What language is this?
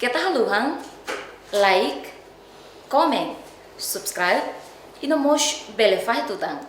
Tetum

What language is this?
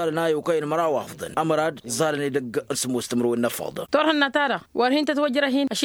Tamasheq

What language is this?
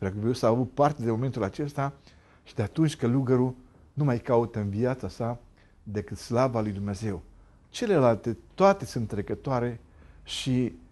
Romanian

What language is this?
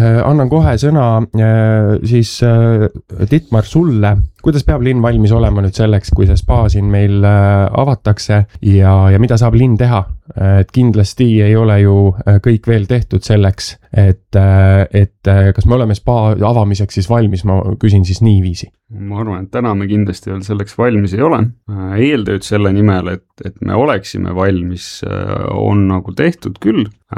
Estonian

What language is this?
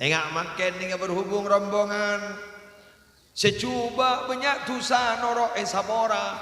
Madurese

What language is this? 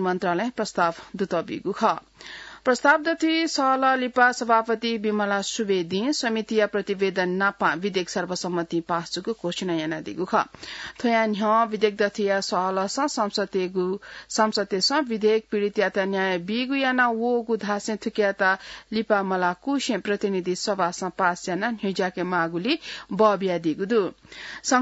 Newari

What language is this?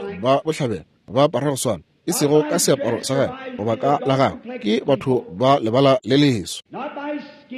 Northern Sotho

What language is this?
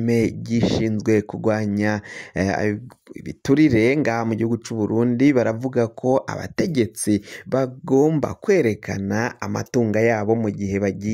Rundi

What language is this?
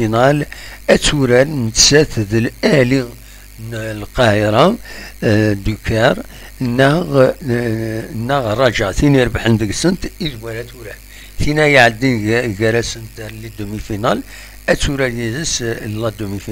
Kabyle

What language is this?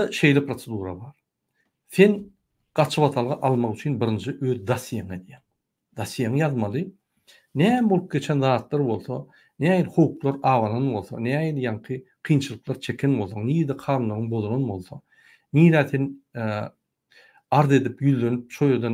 Turkmen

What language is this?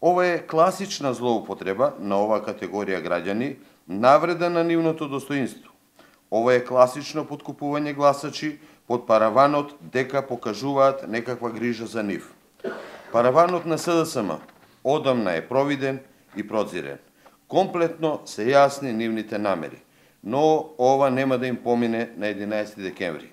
Macedonian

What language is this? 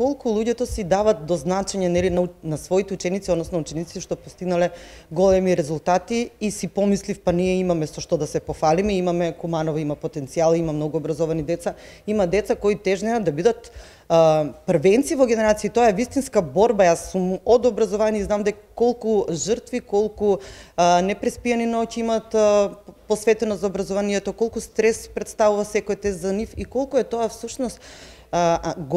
Macedonian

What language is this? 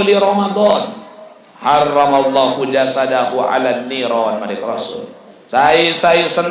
Sasak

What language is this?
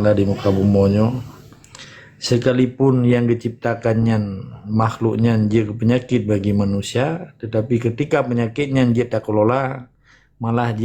Achinese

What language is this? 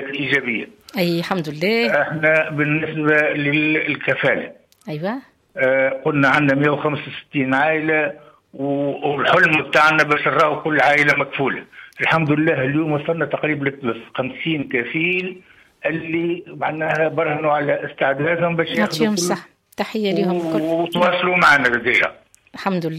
Tunisian Arabic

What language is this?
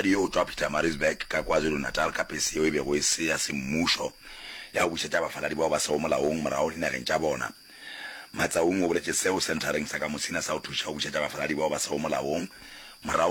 Northern Sotho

